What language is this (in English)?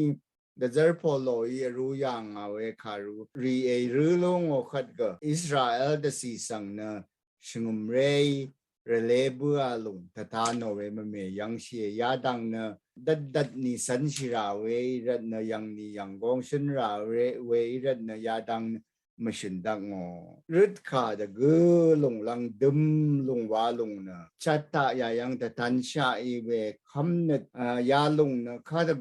Rawang